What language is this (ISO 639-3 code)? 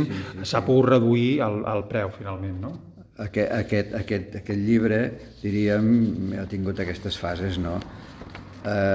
cat